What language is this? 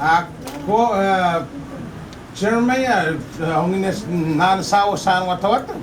Pohnpeian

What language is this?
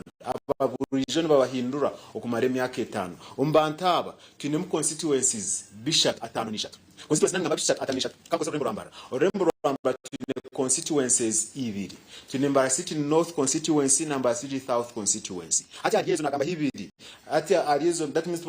Nyankole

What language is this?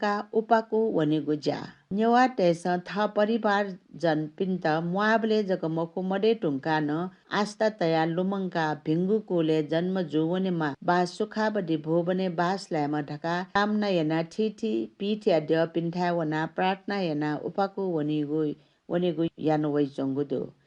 Newari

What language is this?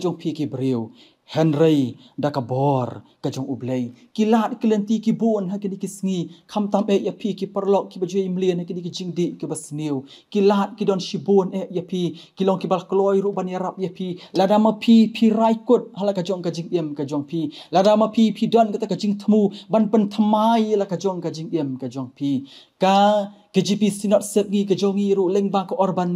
Khasi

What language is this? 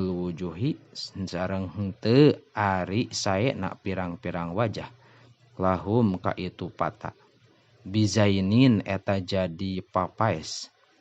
Sundanese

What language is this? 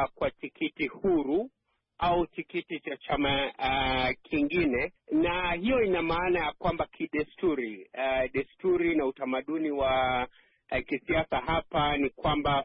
Swahili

